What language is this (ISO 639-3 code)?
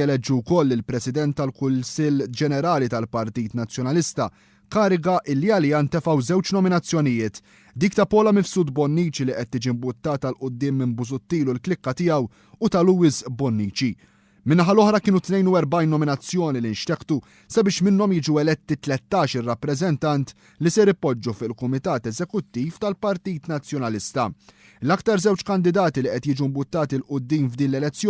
mlt